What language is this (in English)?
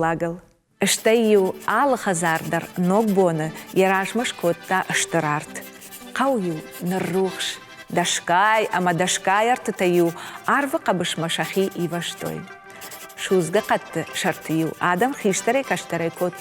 Ossetic